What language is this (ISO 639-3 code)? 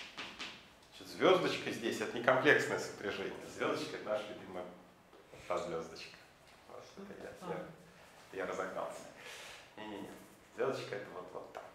rus